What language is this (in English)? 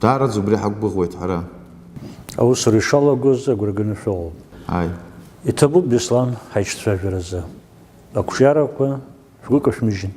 Abkhazian